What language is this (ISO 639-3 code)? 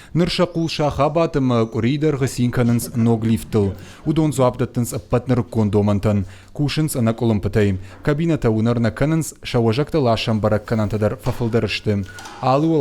oss